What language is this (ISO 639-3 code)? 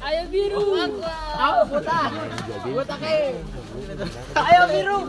abs